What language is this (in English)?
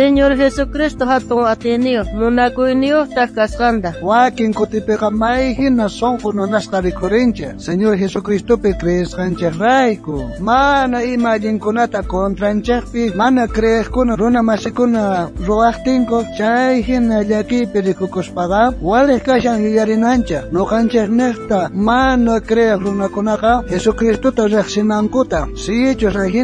South Bolivian Quechua